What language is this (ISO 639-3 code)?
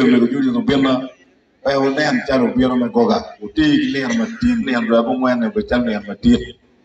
ach